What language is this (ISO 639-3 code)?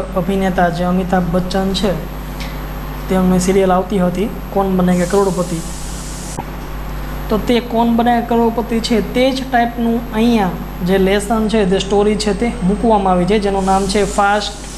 guj